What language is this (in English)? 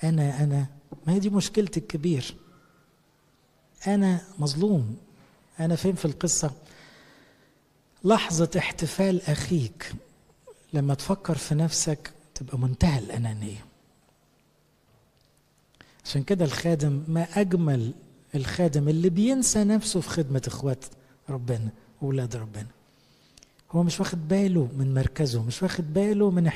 Egyptian Arabic